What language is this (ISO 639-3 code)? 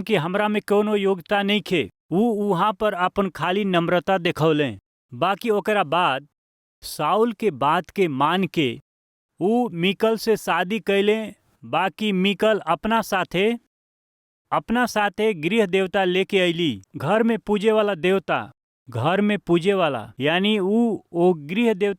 bho